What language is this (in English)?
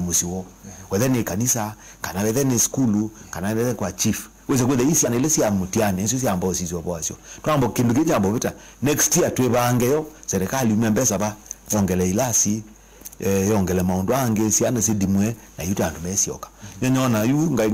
Kamba